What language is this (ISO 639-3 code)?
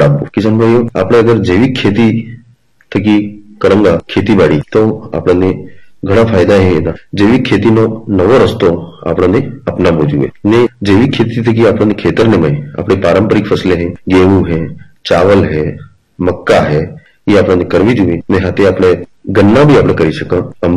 guj